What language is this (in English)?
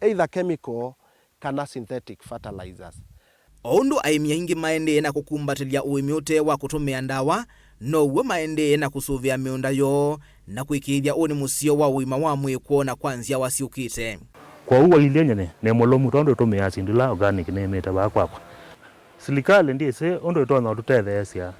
Kamba